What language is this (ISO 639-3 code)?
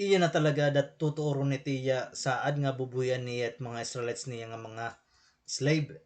war